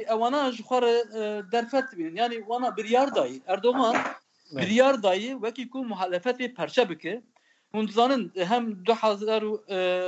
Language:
Kurdish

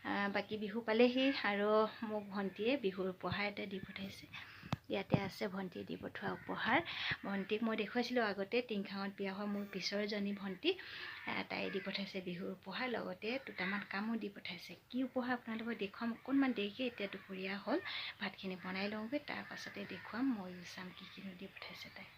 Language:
Assamese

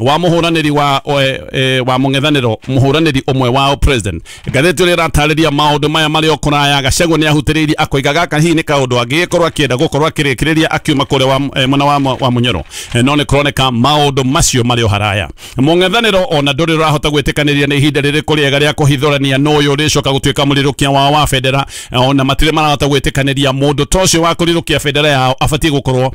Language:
Kikuyu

